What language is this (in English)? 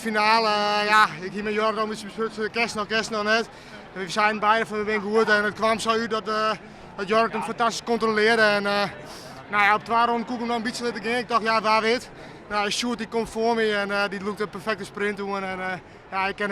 Western Frisian